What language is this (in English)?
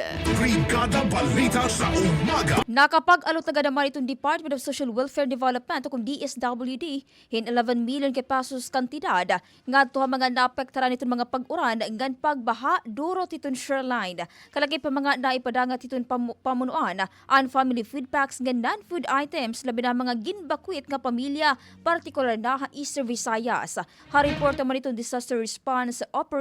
Waray